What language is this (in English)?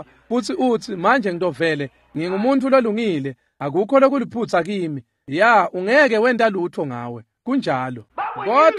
Swati